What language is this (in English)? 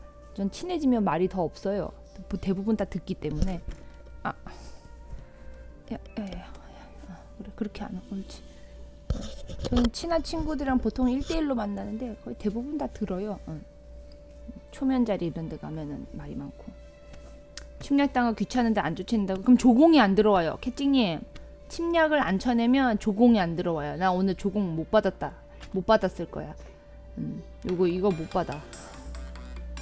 Korean